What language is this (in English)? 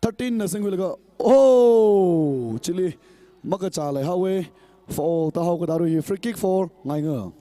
Tangkhul Naga (India)